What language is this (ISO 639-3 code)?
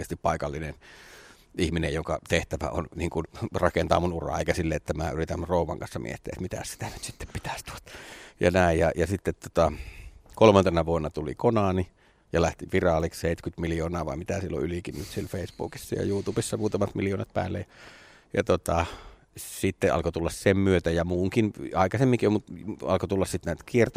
fin